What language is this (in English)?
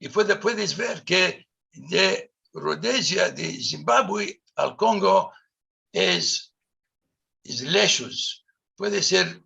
Ladino